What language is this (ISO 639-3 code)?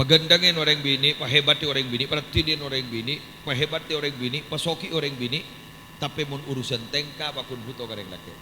mad